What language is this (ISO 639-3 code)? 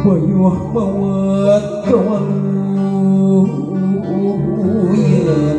sun